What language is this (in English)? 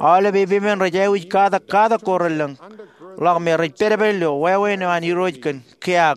Marshallese